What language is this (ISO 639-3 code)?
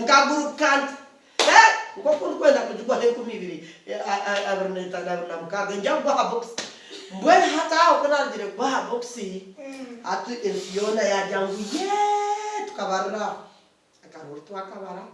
nyn